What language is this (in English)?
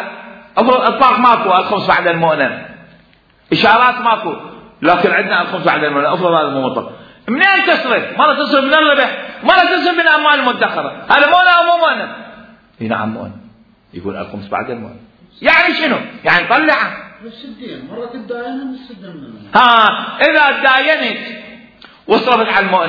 Mesopotamian Arabic